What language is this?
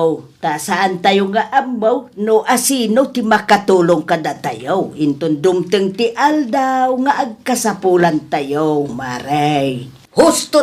Iloko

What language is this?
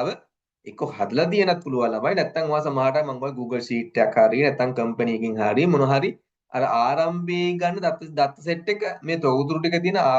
Sinhala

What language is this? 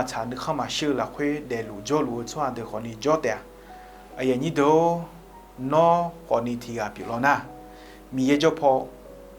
Akha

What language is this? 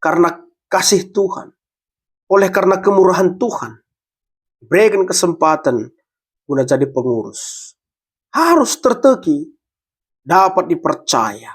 Batak Karo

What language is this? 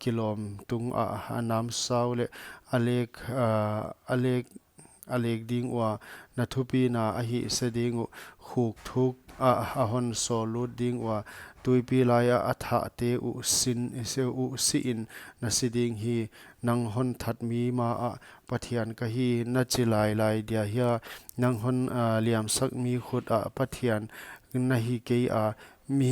Paite Chin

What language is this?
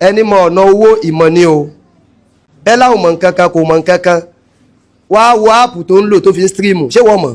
Yoruba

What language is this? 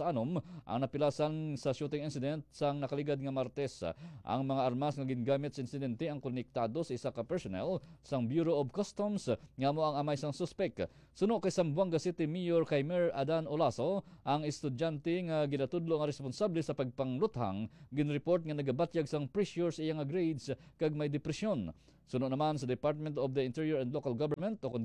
Hiligaynon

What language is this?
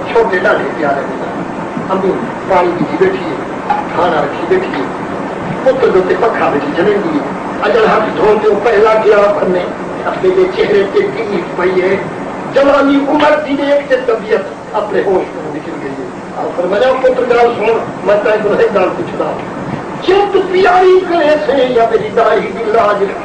Saraiki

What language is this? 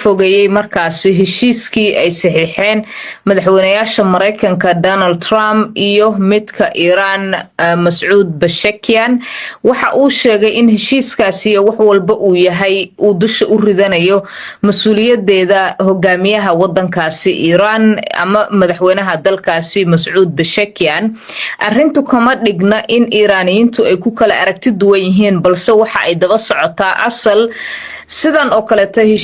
Somali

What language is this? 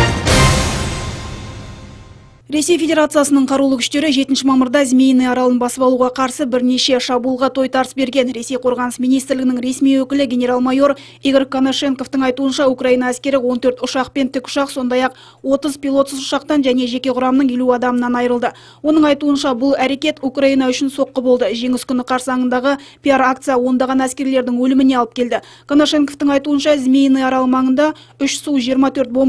Kazakh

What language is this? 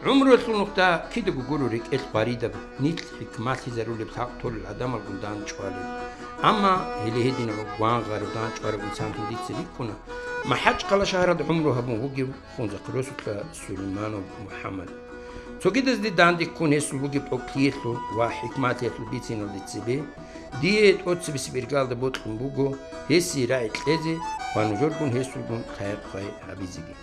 Avaric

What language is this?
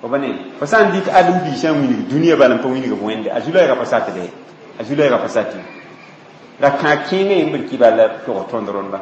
Mossi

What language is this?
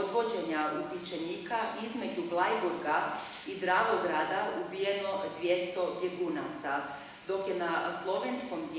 Croatian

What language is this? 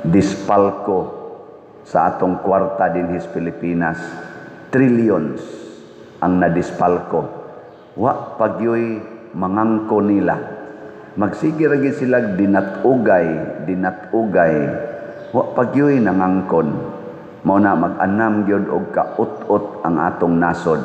Cebuano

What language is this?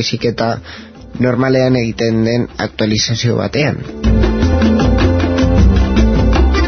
Basque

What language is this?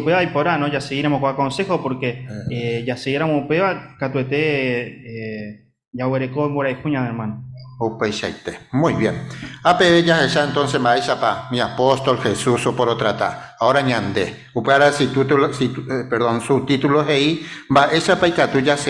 Guarani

